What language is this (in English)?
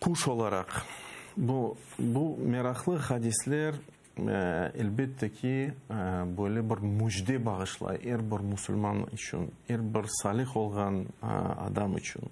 Crimean Tatar